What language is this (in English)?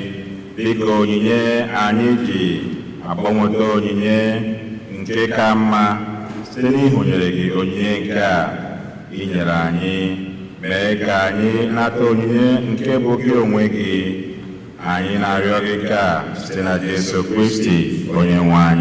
Igbo